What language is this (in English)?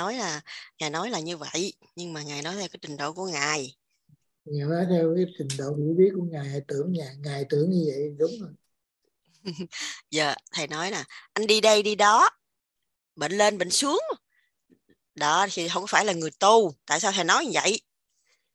Vietnamese